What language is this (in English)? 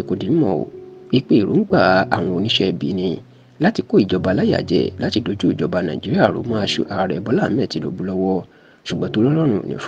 Yoruba